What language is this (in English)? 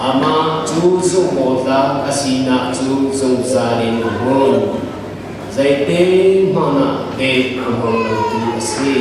Hakha Chin